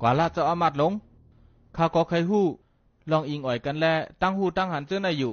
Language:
Shan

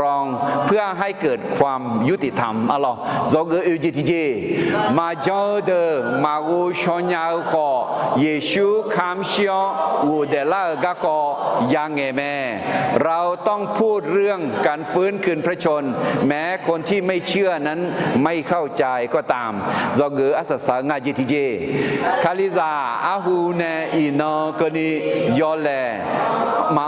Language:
Akha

